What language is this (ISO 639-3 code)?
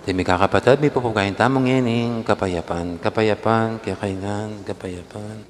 pam